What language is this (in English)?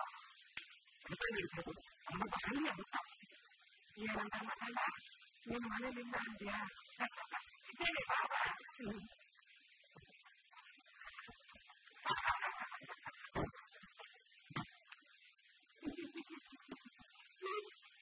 Kannada